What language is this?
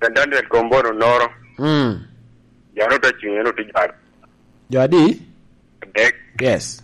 Lango (Uganda)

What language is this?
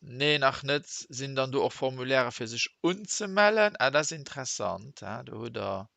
Luxembourgish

